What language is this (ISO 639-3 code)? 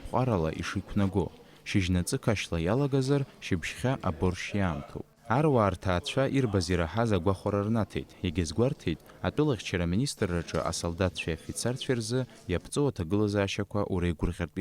abk